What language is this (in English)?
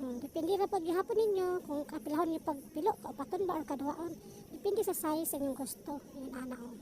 Cebuano